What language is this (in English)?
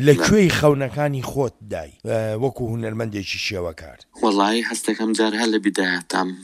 Central Kurdish